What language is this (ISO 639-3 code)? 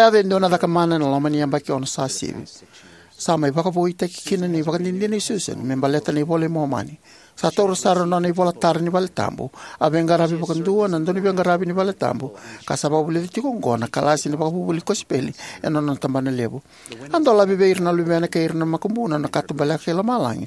fij